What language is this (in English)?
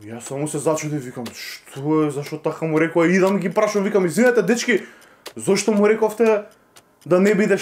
Macedonian